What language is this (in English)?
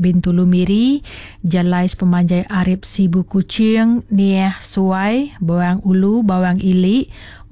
Iban